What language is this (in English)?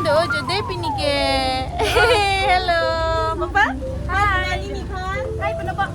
Karbi